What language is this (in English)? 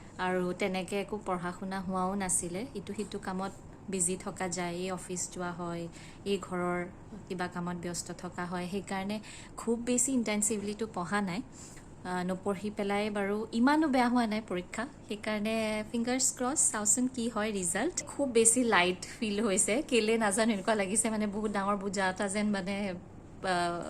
Assamese